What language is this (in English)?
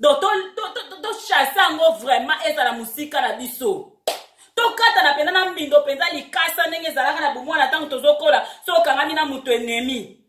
Lingala